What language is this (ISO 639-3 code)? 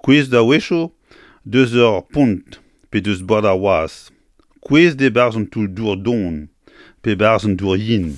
bre